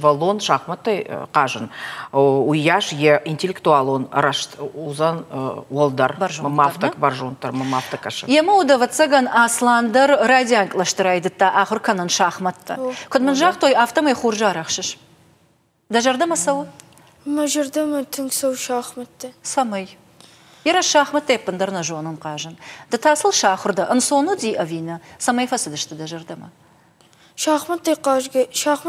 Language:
Ossetic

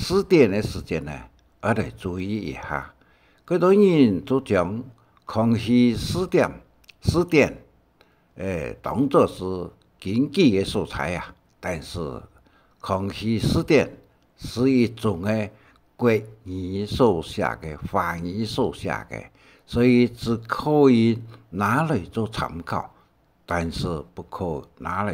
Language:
Hakka Chinese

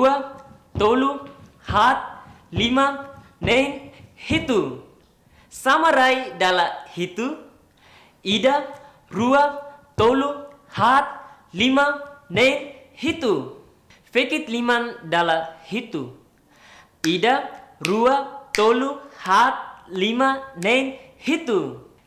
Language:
Tetum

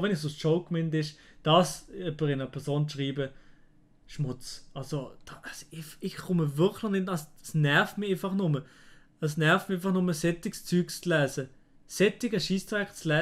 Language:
Swiss German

